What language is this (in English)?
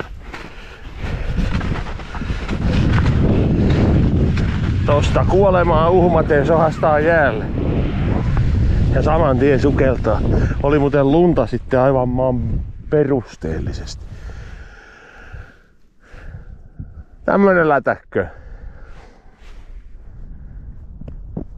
Finnish